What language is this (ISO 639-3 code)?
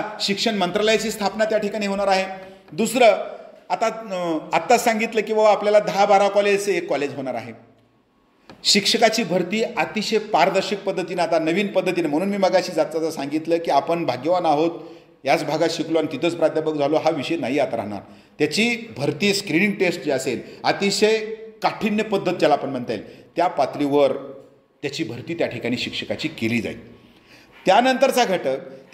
mar